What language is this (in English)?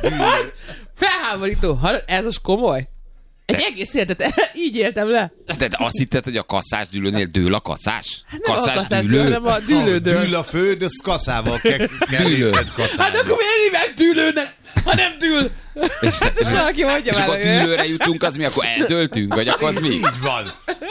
Hungarian